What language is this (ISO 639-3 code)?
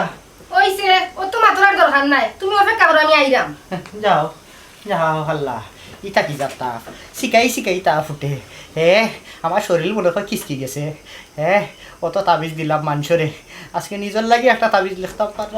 syl